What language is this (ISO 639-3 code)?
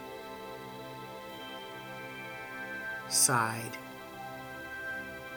eng